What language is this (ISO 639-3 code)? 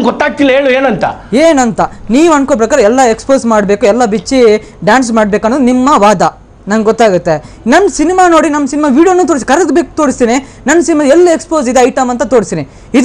kan